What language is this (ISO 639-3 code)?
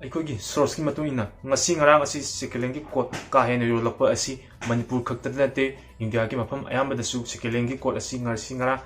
mni